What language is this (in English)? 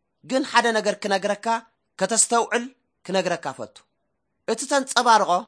Tigrinya